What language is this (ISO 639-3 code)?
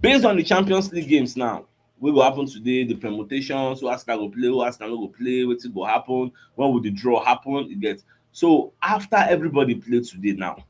pcm